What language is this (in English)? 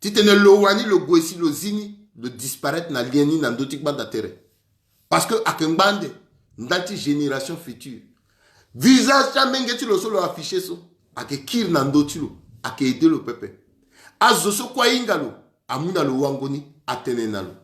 Sango